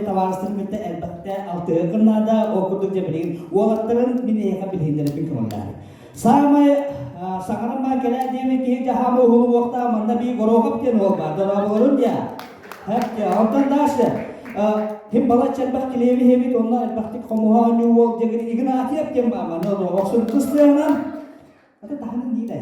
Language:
Yakut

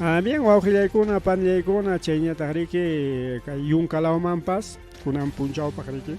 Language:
Ayacucho Quechua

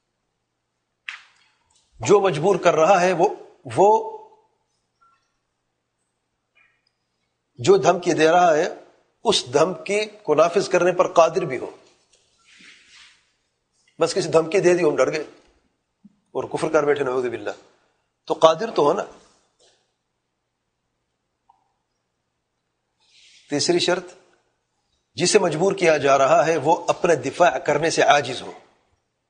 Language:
Urdu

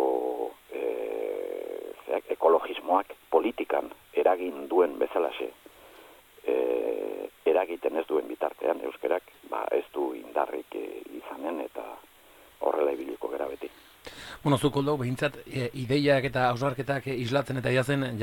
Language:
Basque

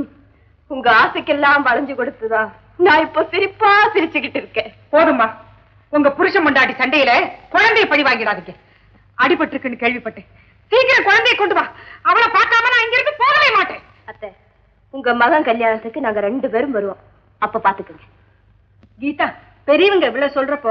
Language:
Tamil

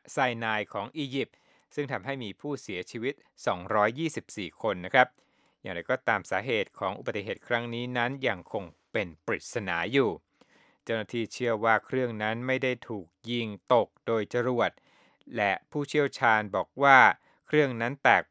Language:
Thai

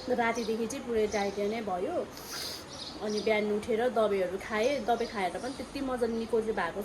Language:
Nepali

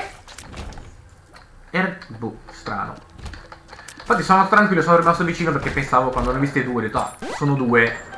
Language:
Italian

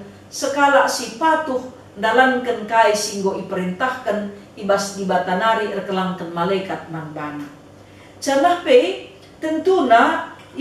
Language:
Batak Karo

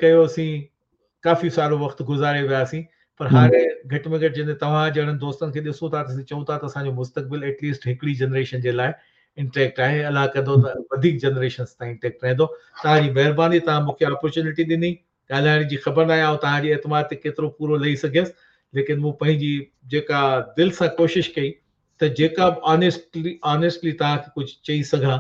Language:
Sindhi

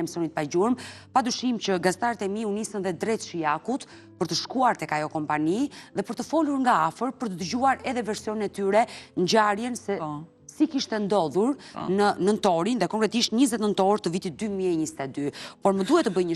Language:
Albanian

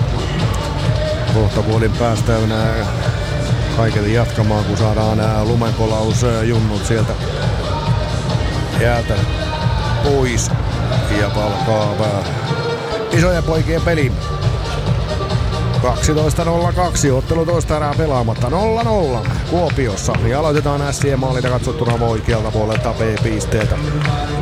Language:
Finnish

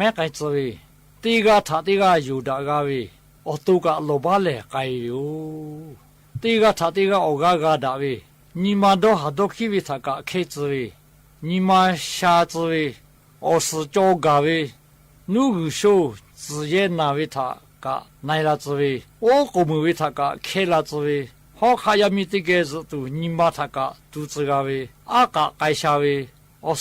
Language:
Lahu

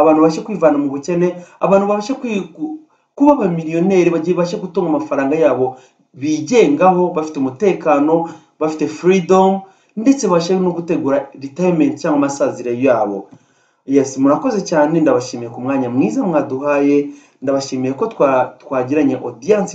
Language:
Kinyarwanda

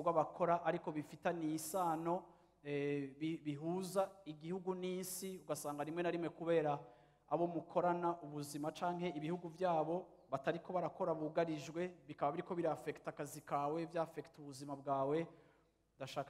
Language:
Rundi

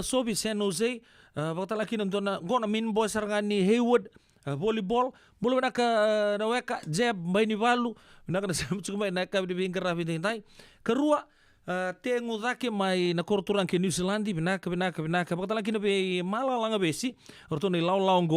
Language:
Fijian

